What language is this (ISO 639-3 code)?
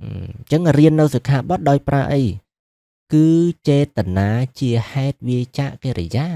khm